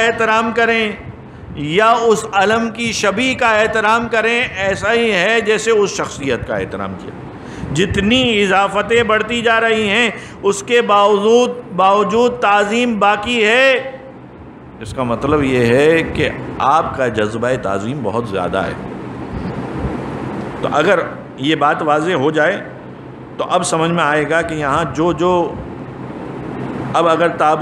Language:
Urdu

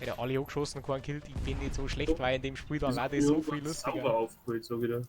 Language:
Bavarian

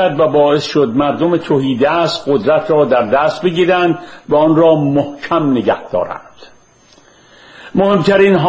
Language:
Persian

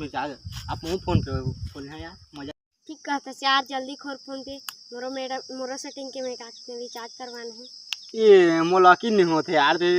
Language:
Chhattisgarhi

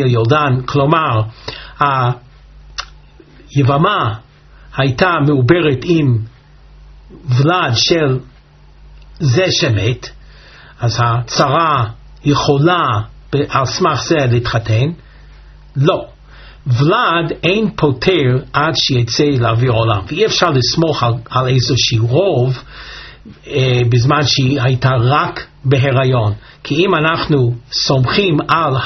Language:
Hebrew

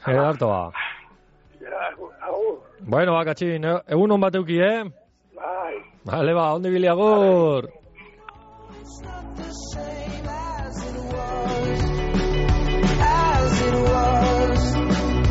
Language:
Basque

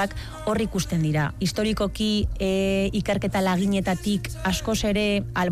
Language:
Basque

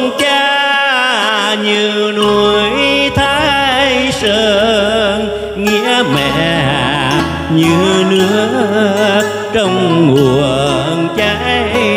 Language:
Vietnamese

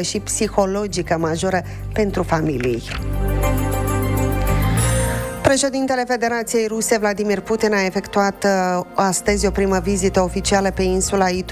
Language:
Romanian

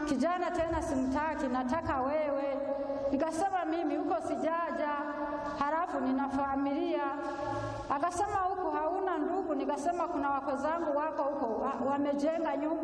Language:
Swahili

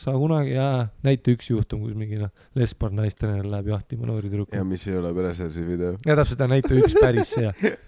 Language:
Estonian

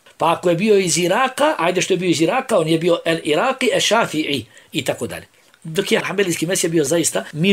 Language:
Bosnian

